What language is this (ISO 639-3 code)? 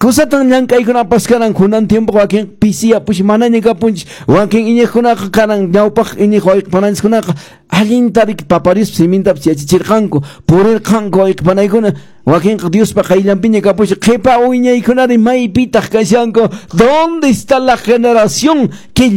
que